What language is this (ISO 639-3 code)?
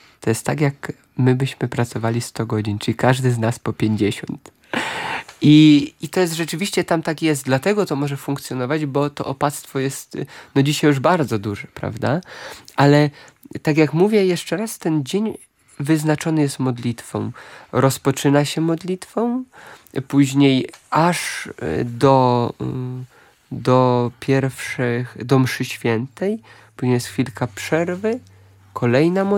pol